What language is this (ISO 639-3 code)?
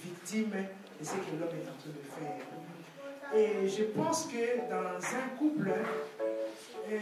fra